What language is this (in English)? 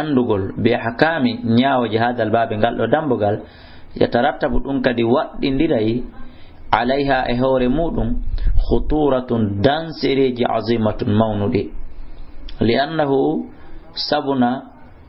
Fula